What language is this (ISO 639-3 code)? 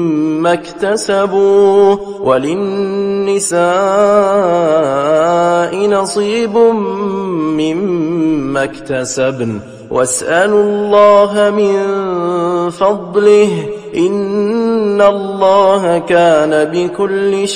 ara